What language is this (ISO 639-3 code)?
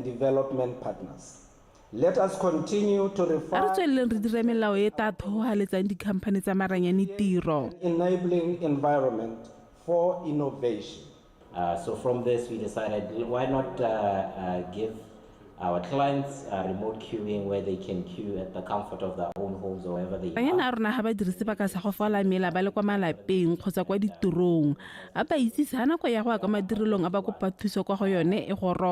tsn